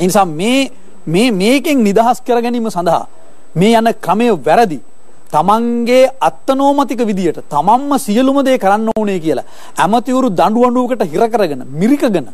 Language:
Sinhala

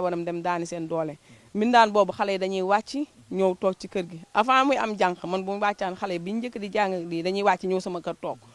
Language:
Wolof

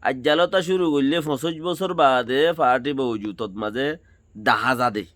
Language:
Rohingya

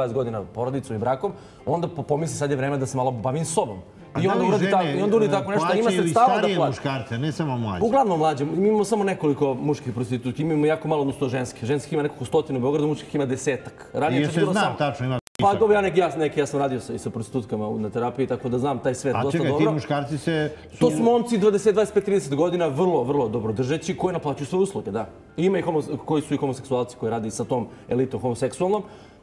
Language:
Serbian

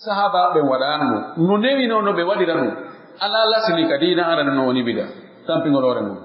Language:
Pular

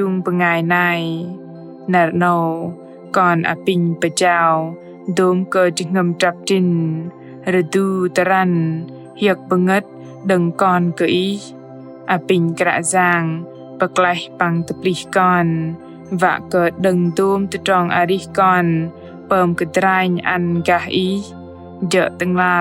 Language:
Bahnar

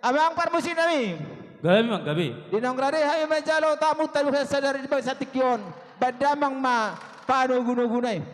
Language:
Batak Toba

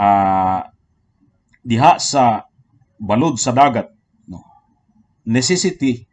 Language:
Cebuano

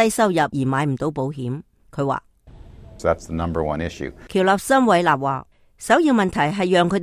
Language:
Cantonese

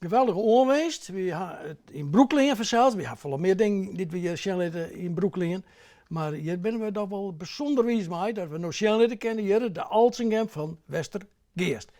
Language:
Western Frisian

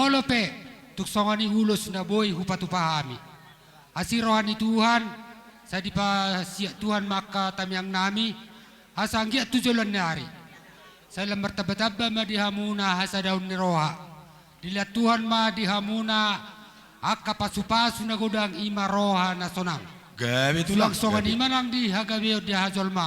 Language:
Batak Toba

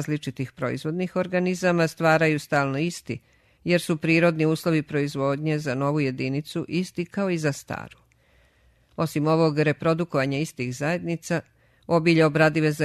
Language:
Serbian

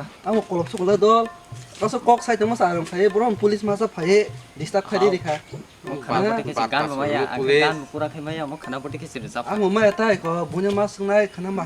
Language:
Kok Borok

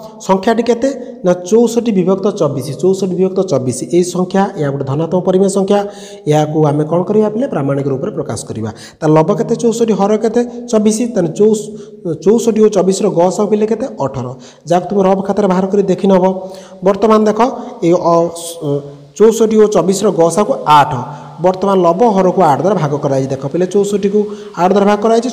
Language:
Odia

